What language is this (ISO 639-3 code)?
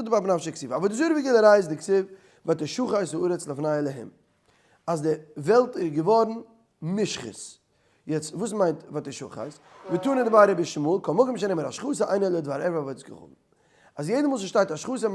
yid